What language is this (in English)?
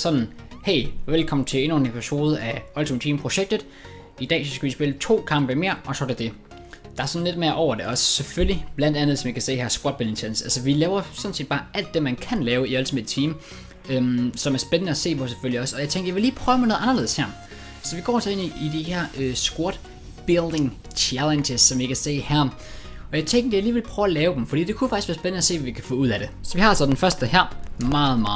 Danish